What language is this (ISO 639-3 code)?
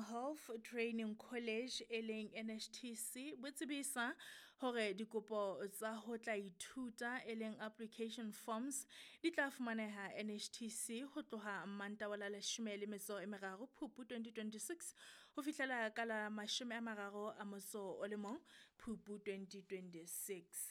sot